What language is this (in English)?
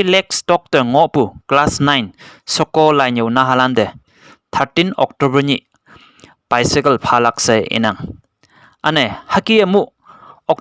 Konyak Naga